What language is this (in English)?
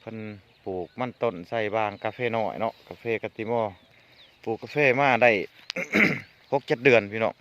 Lao